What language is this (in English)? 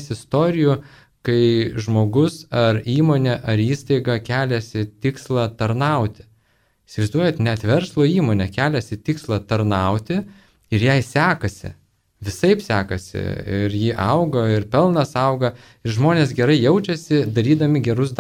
Lithuanian